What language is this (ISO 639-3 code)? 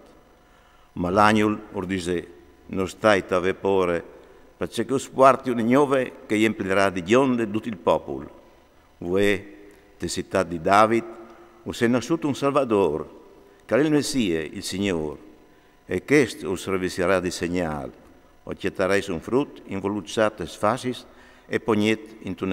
fur